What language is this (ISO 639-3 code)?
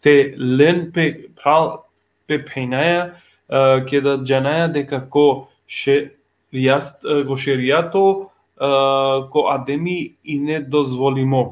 rmn